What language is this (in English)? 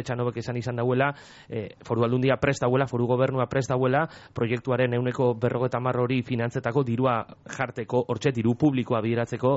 Basque